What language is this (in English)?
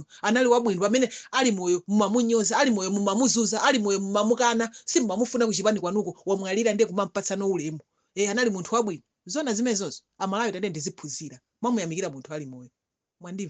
Nyanja